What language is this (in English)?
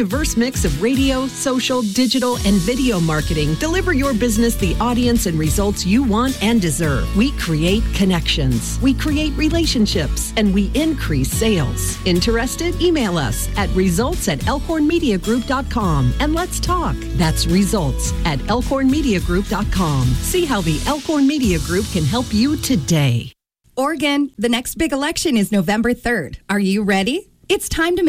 English